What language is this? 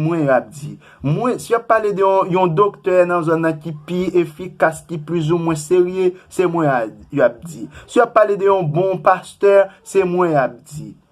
Haitian Creole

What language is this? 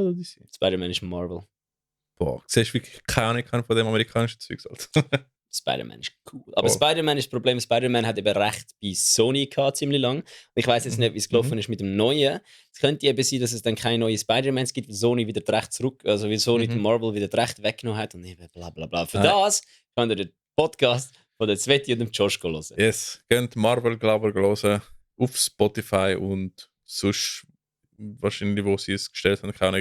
Swiss German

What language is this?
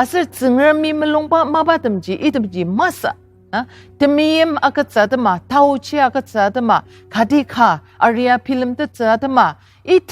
Ao Naga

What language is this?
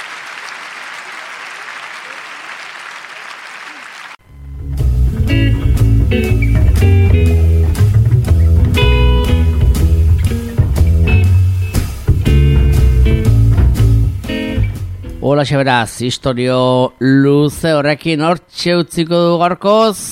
Basque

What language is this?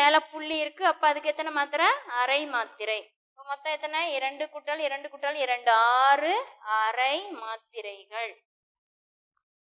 Tamil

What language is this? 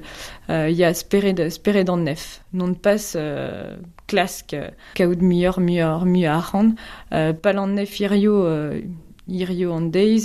Breton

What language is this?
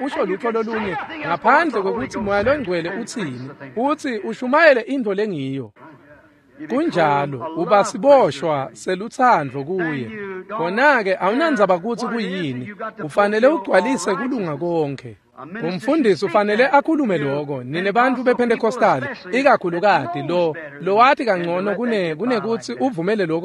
Swati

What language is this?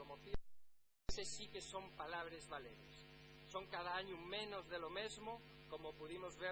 Asturian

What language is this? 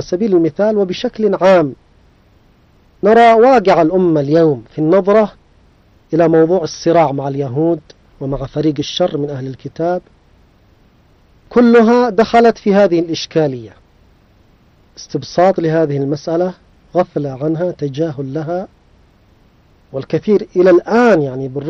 Arabic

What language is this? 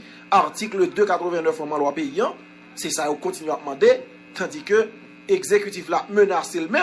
Haitian Creole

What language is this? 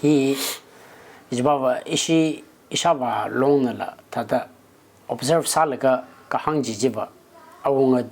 Tangkhul Naga (India)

